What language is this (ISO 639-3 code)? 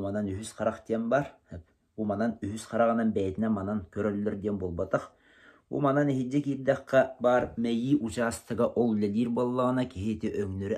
sah